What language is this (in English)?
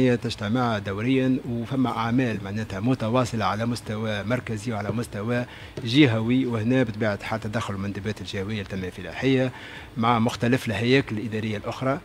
Tunisian Arabic